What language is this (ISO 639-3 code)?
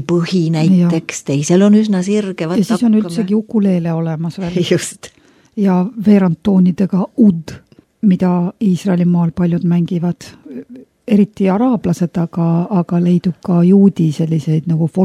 est